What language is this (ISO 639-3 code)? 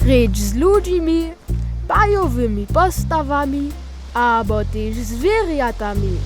hsb